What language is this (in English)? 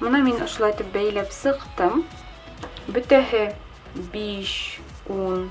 Bashkir